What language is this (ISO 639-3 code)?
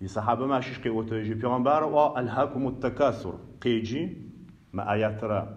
ady